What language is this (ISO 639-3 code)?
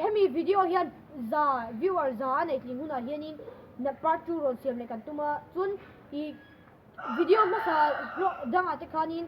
lus